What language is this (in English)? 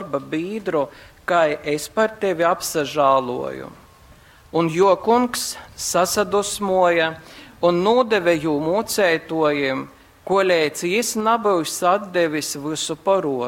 Latgalian